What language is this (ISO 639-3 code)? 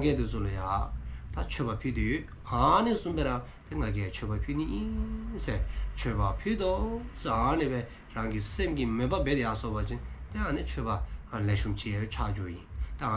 dzo